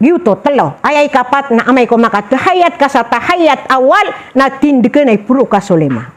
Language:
Maranao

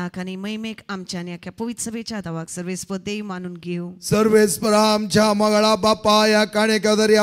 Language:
Konkani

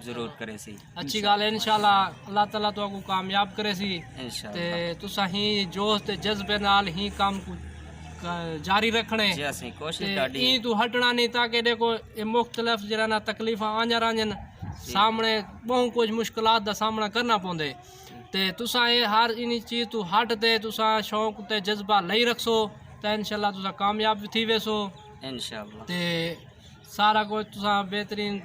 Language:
Saraiki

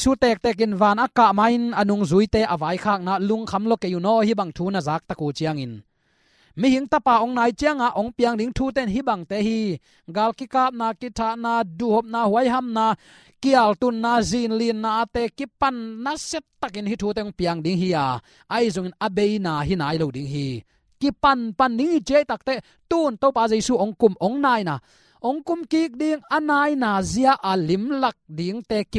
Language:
Tedim Chin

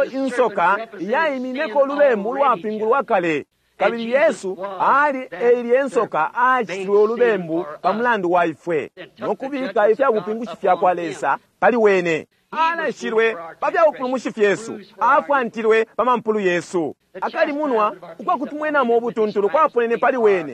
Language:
Bemba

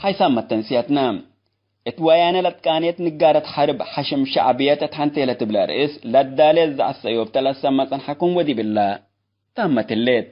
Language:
Tigre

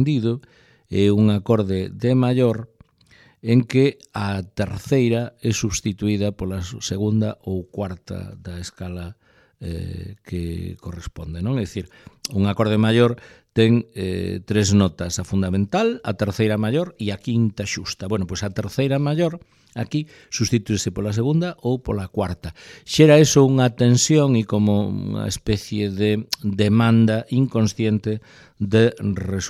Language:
Galician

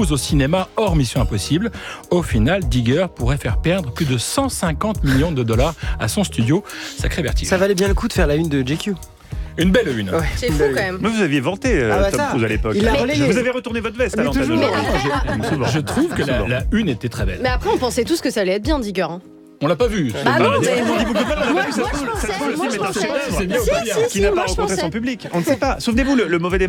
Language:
French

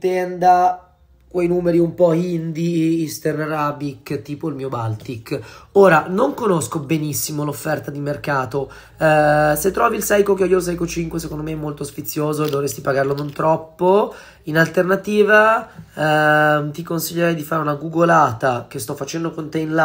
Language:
Italian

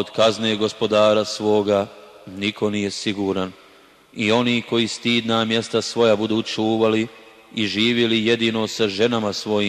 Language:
Bosnian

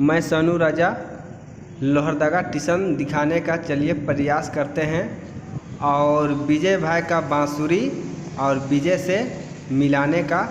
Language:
Sadri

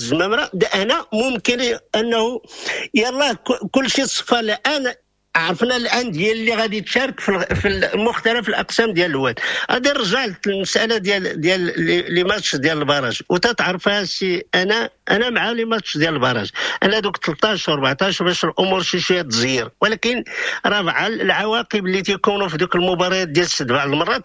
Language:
Moroccan Arabic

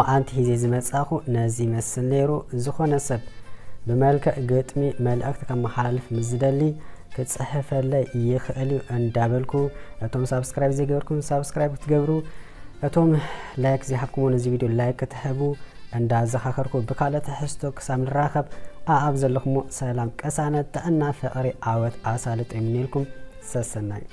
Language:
Tigrinya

